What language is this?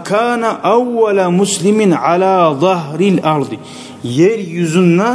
Kumyk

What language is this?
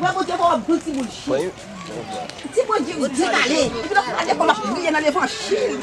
Haitian Creole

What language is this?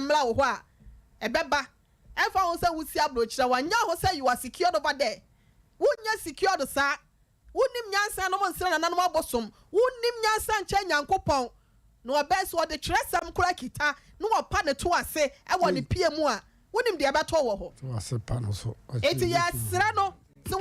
Akan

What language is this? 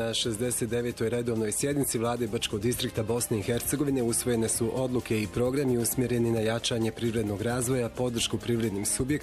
Bosnian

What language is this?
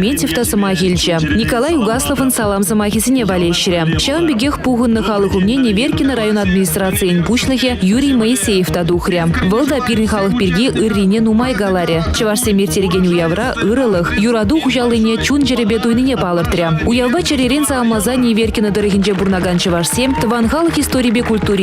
Chuvash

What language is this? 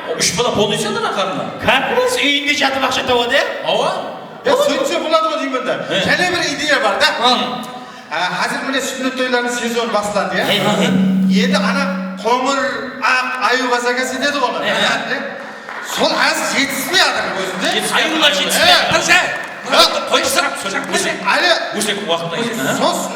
Kara-Kalpak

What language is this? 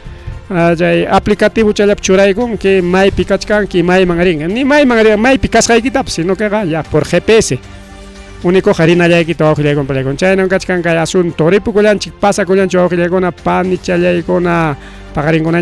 Ayacucho Quechua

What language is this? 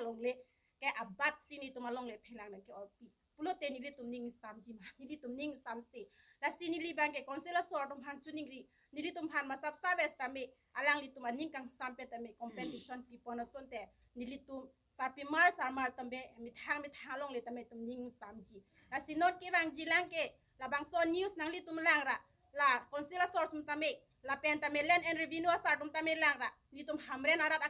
Karbi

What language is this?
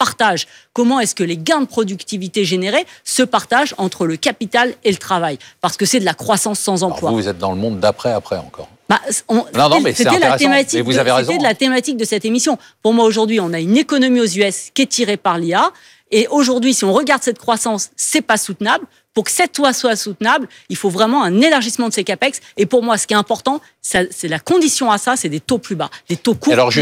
French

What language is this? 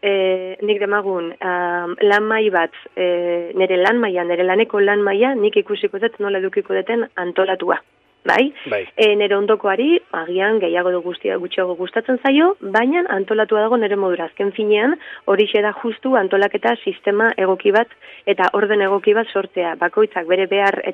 Basque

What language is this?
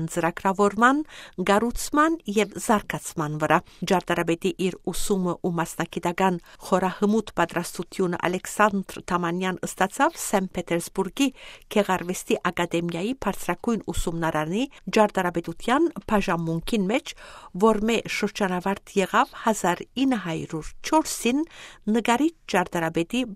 Armenian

